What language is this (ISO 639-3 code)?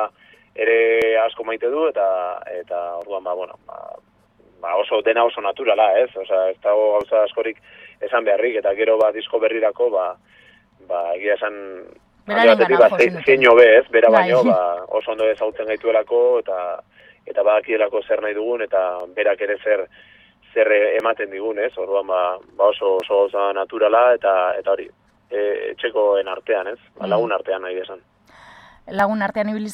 eus